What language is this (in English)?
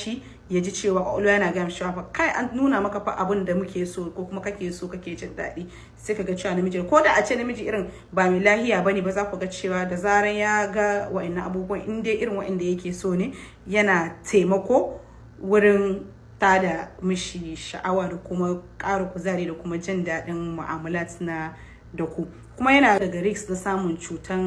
Hausa